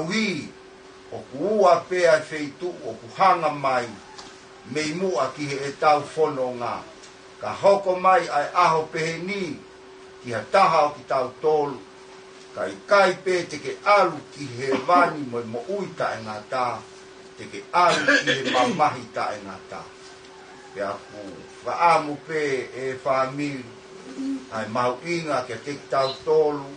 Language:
Tongan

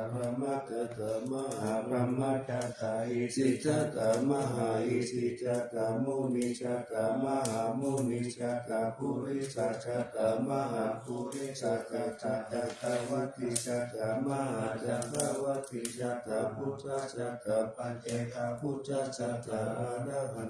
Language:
Pali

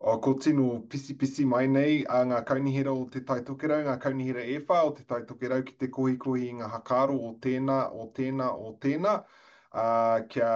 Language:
Māori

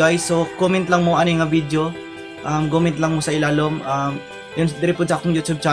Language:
Cebuano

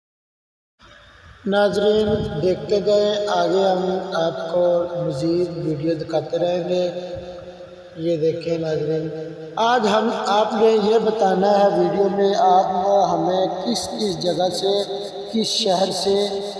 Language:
Urdu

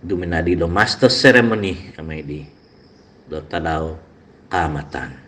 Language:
Central Dusun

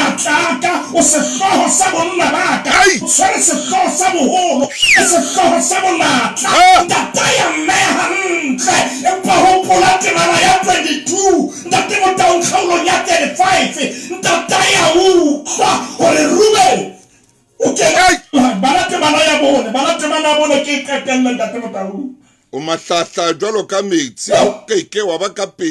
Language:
Southern Sotho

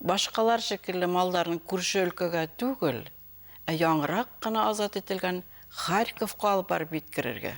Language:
Bashkir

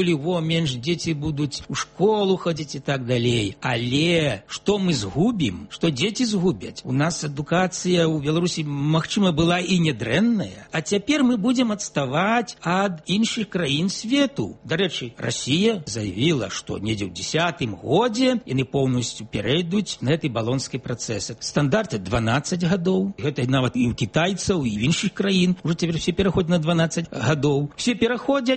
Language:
Belarusian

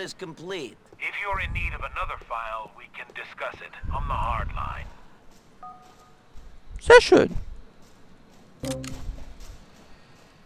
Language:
German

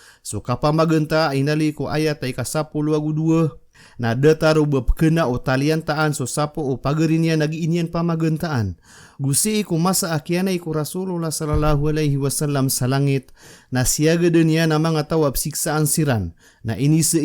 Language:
Maranao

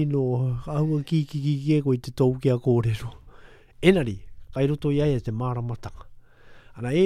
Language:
Latvian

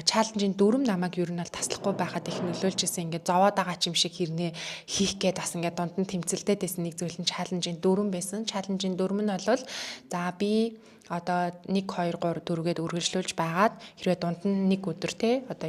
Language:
Mongolian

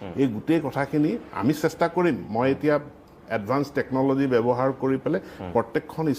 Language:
Assamese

